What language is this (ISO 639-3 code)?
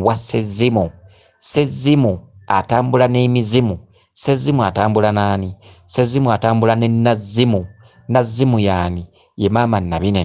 lug